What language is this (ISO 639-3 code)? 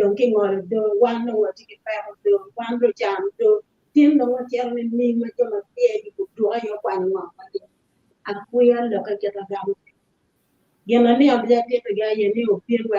ach